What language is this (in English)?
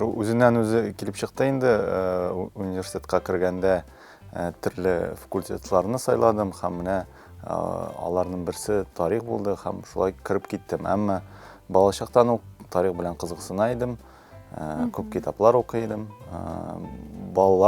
Tatar